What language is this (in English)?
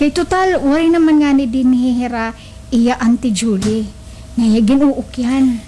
Waray